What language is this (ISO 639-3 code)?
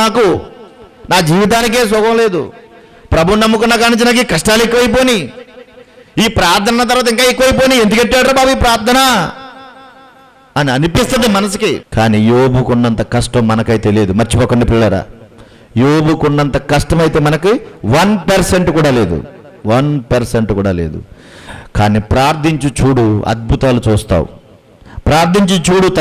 tel